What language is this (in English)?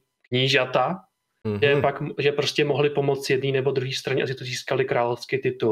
Czech